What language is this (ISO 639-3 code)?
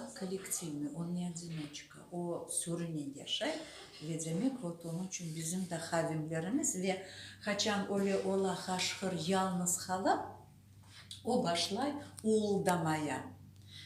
crh